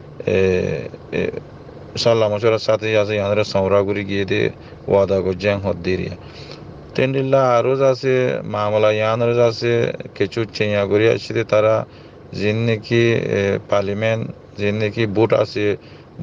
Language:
Rohingya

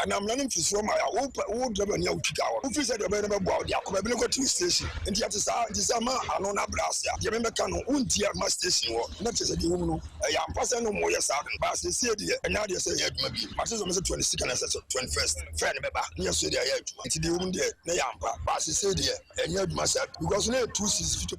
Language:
Akan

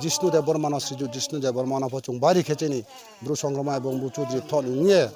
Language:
Riang (India)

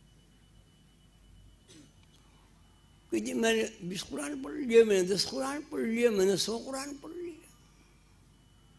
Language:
Urdu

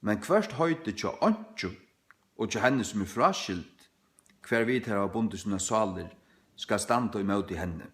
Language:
Faroese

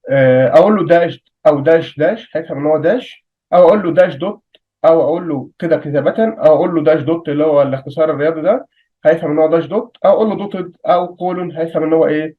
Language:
Egyptian Arabic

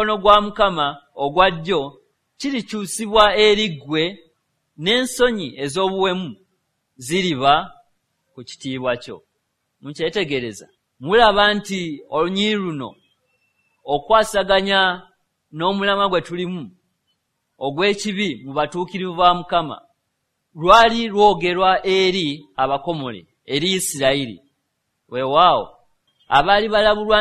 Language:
Ganda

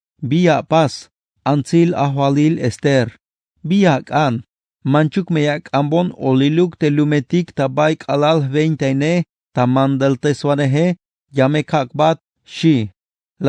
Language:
Tzeltal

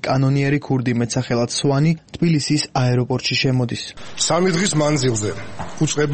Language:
Georgian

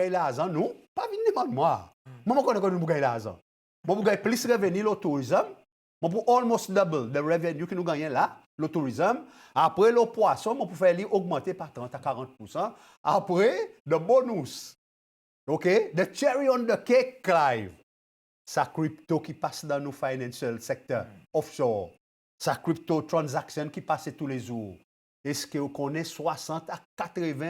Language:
Seselwa Creole French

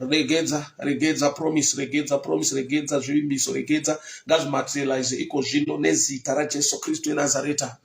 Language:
Shona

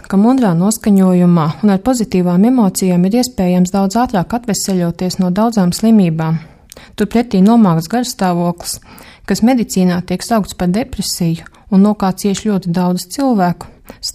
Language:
Latvian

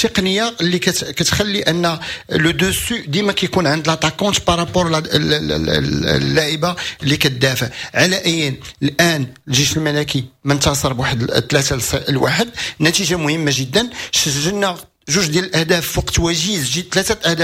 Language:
Moroccan Arabic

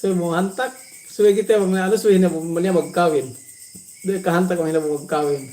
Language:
Yakan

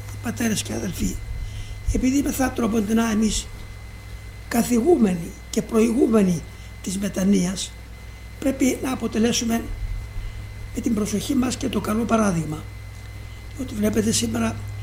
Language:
Greek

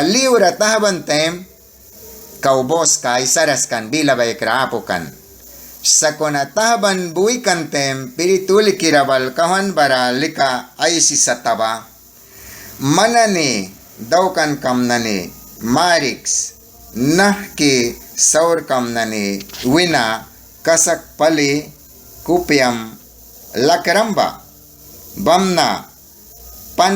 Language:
Mískito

